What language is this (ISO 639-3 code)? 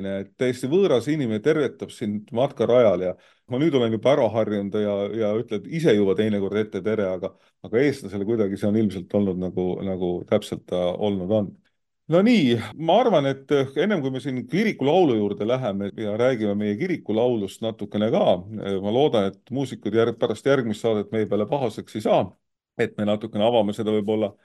est